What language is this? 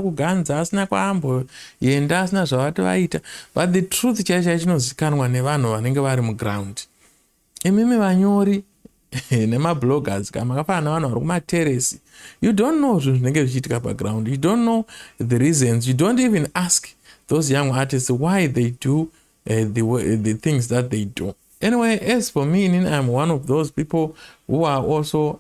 Shona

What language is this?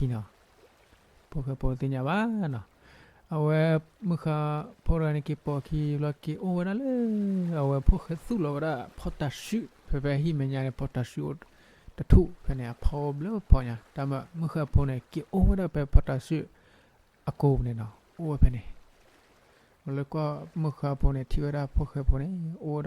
S'gaw Karen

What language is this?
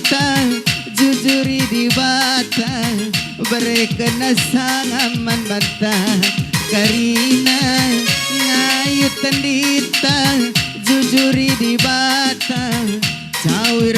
Batak Karo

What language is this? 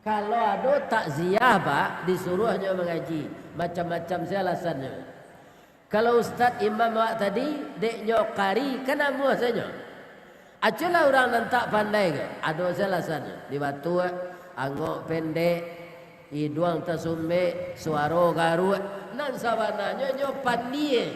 Minangkabau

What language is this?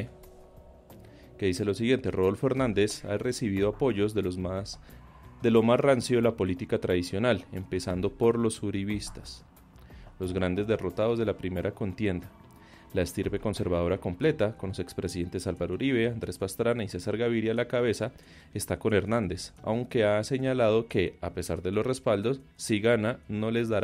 Spanish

